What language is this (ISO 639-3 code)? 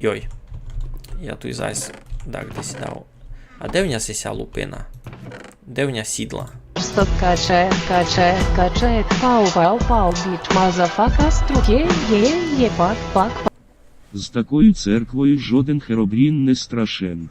rue